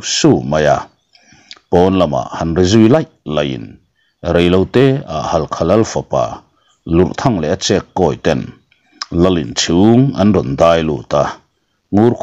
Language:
Mizo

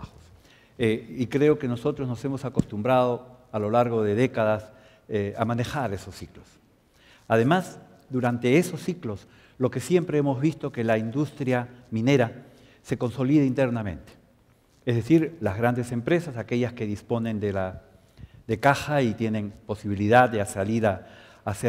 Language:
Spanish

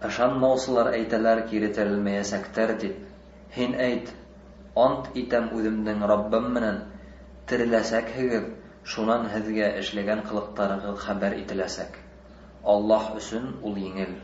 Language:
Bashkir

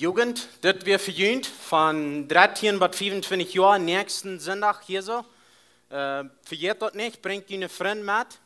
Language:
Plautdietsch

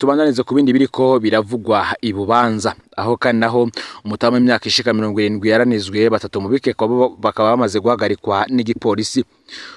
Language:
Rundi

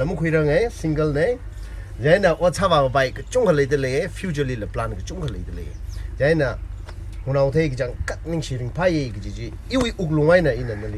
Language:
Tangkhul Naga (India)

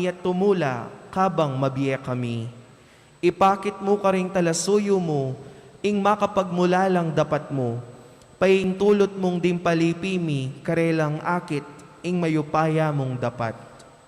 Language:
Pampanga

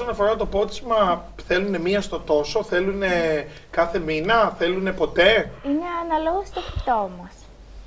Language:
Greek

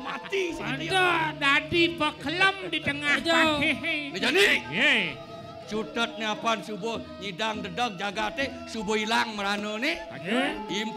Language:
Balinese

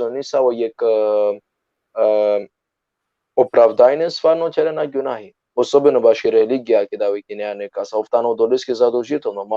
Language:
Balkan Romani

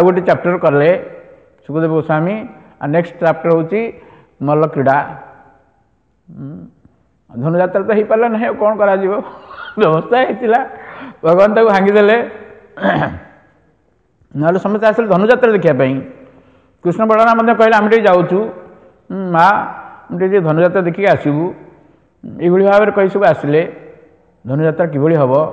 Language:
Odia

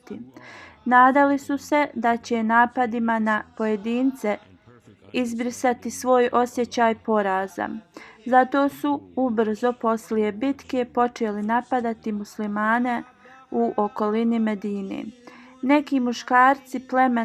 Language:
Bosnian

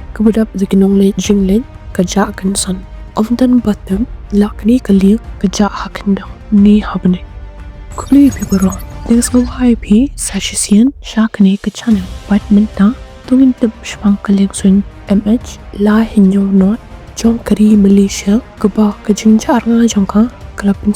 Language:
Khasi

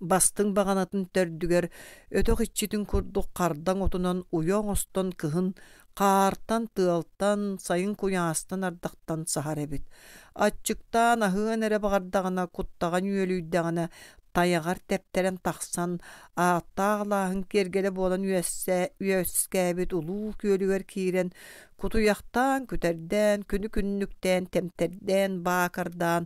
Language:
Yakut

